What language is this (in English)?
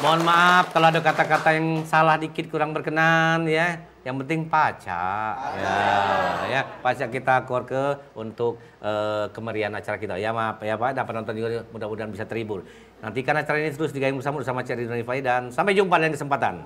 Musi